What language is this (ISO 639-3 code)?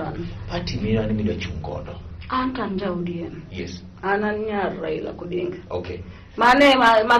luo